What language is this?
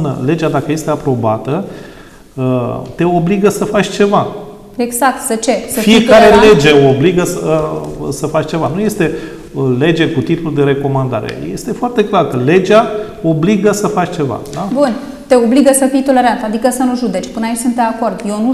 Romanian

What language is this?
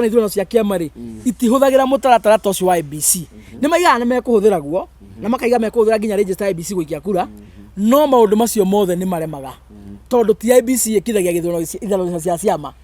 Kikuyu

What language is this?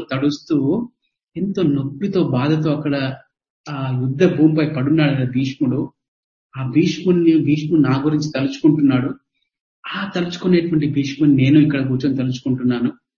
Telugu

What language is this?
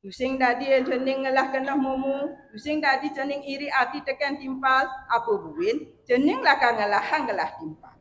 Balinese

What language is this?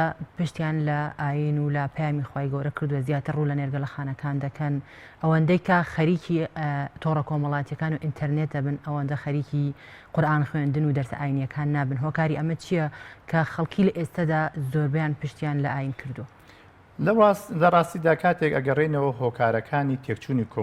Central Kurdish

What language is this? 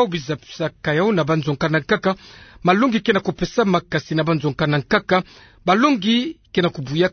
Kituba (Democratic Republic of Congo)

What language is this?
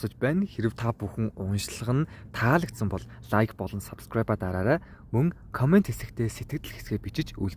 Mongolian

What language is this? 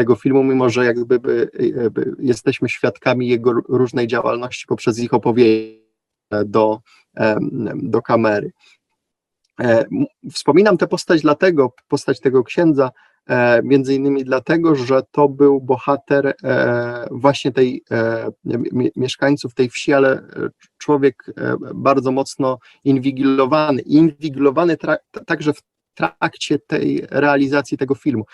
Polish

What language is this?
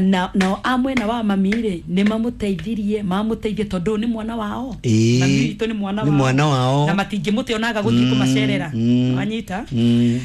Kikuyu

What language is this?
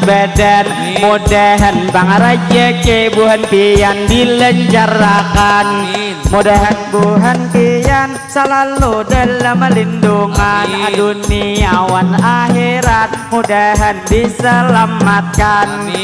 Banjar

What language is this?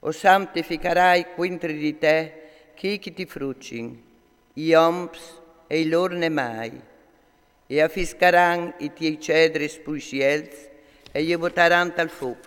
Friulian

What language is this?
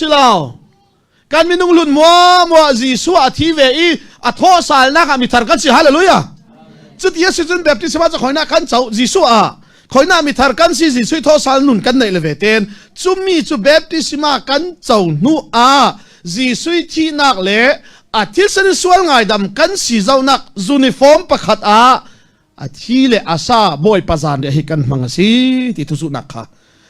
Falam Chin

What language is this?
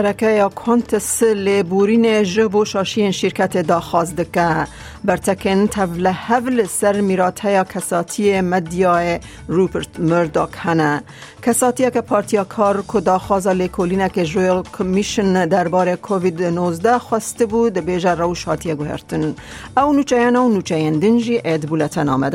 Kurdish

